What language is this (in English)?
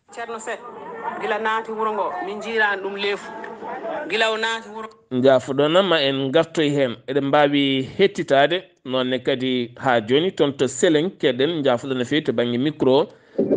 Fula